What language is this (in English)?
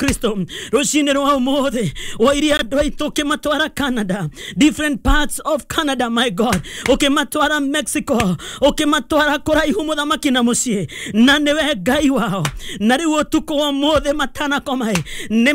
Kikuyu